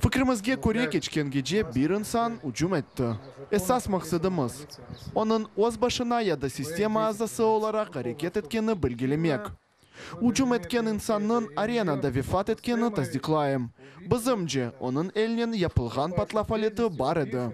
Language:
Crimean Tatar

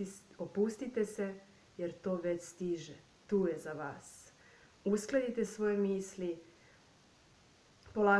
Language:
Serbian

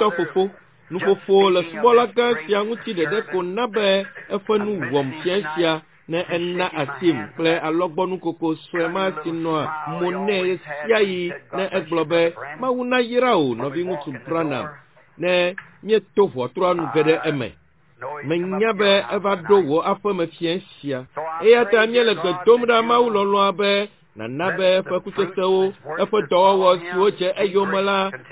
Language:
Ewe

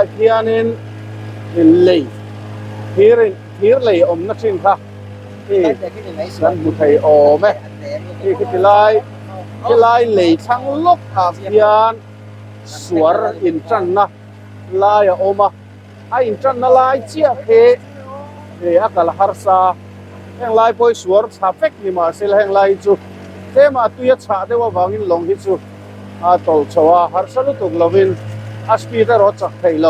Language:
Mizo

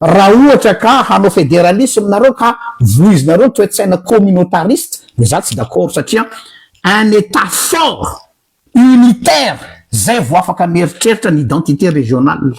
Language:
Malagasy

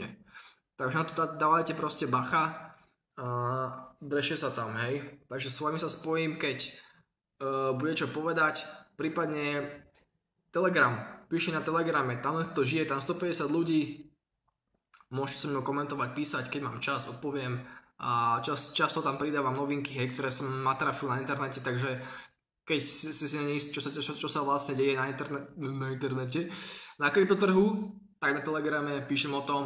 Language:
Slovak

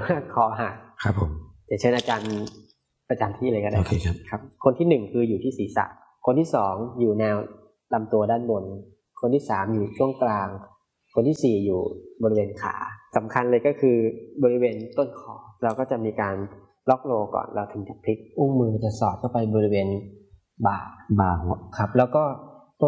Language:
Thai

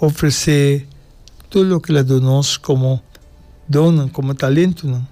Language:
Papiamento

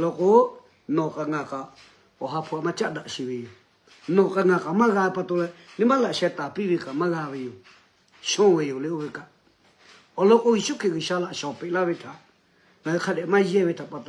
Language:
Lahu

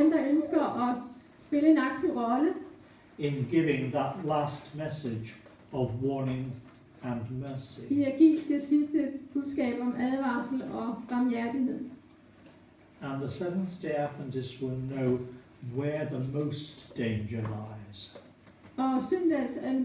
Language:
Danish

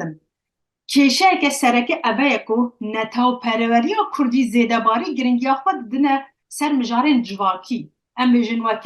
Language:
Kurdish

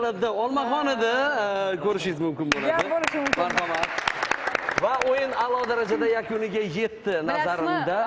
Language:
Uzbek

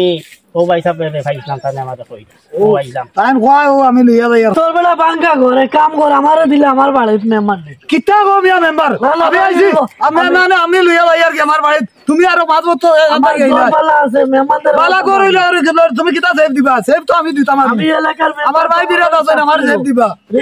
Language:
Sylheti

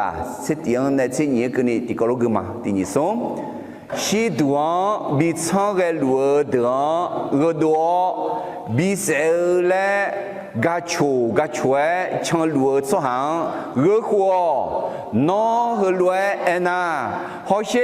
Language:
Akha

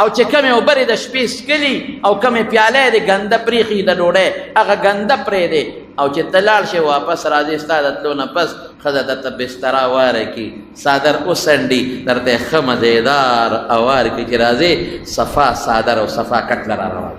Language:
Pashto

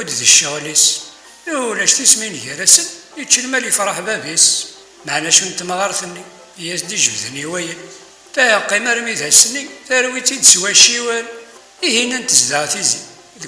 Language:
Kabyle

